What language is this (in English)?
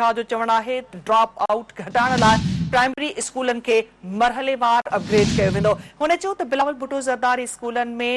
Sindhi